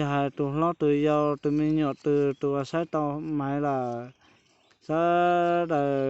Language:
Hmong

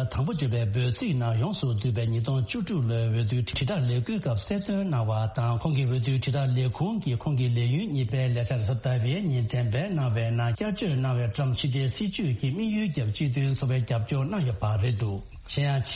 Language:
Tibetan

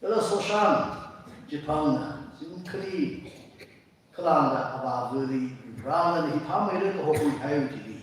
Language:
Tangkhul Naga (India)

